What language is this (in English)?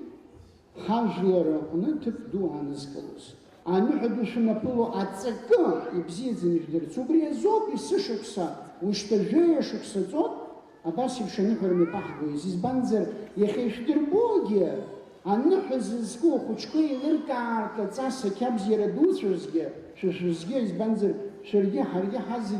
Abkhazian